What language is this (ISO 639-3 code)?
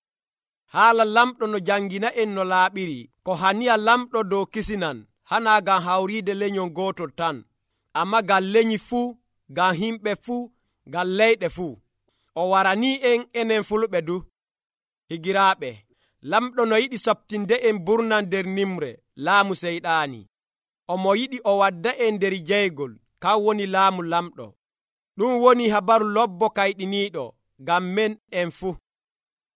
fuv